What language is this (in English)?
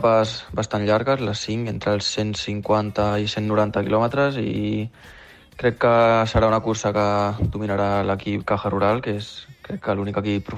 Catalan